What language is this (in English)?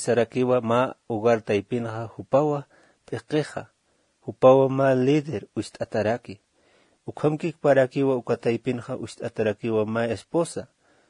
Aymara